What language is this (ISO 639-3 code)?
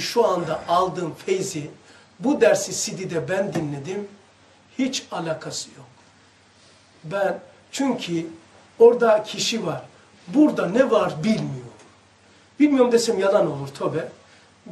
tur